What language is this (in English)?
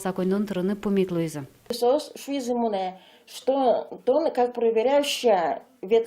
Udmurt